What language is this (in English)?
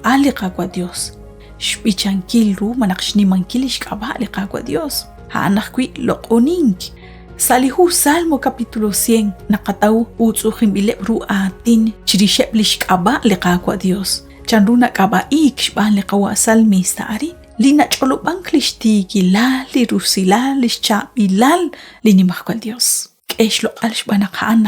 Kekchí